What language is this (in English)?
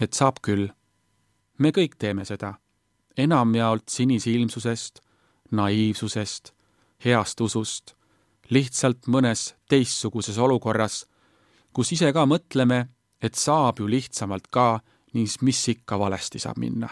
Estonian